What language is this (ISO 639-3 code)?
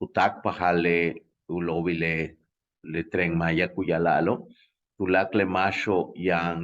yua